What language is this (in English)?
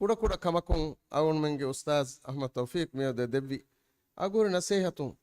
Divehi